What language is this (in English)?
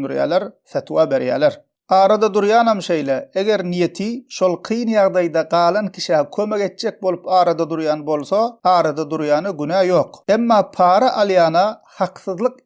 Turkmen